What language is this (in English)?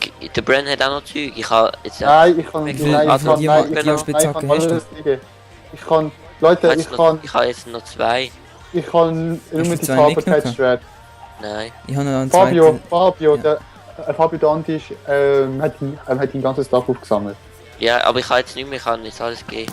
Swiss German